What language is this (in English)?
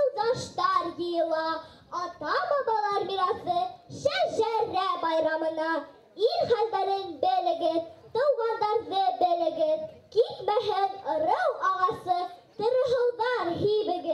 Bashkir